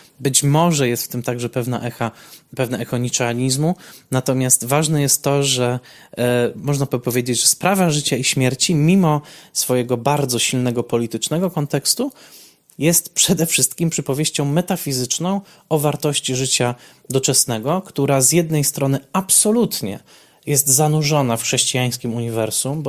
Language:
Polish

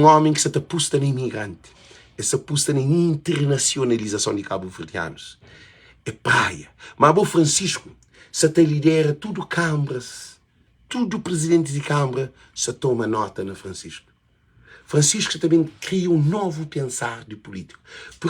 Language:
Kabuverdianu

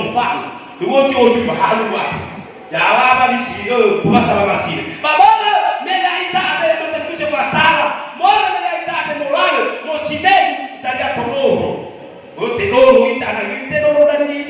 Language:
Nias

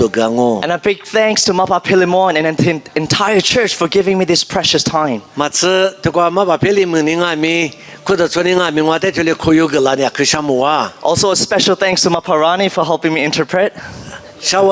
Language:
Lisu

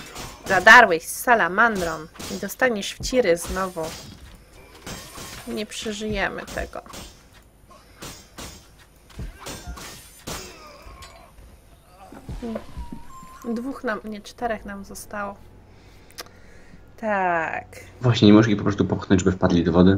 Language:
Polish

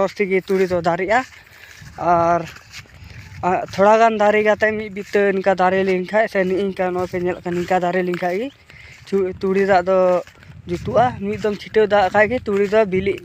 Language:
Santali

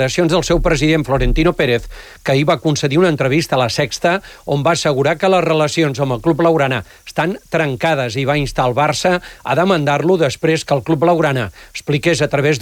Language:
Catalan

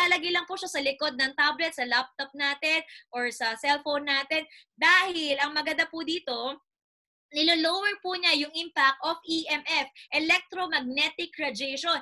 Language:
Filipino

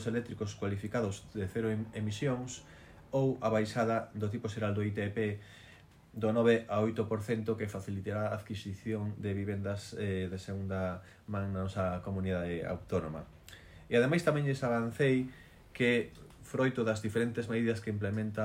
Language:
Galician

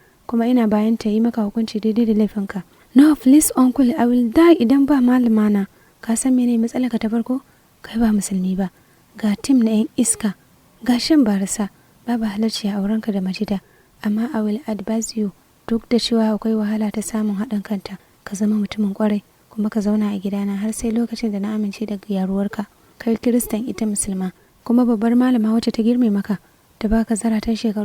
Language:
Hausa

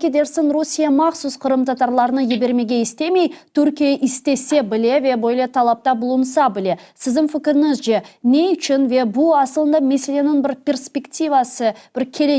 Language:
Crimean Tatar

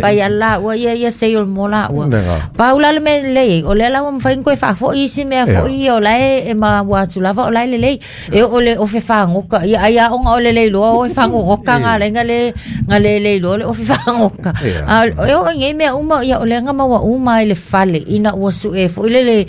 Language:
Samoan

